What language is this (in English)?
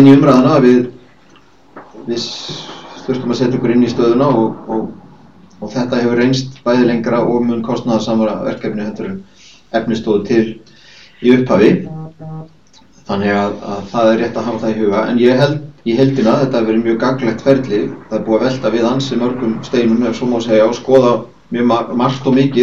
Icelandic